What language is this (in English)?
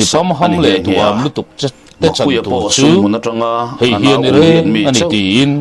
Mizo